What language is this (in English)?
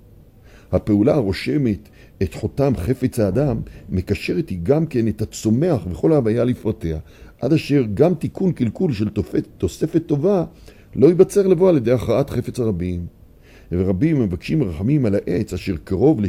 Hebrew